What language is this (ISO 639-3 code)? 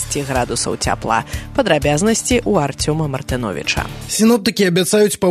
bel